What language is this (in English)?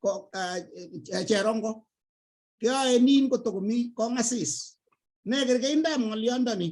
Kalenjin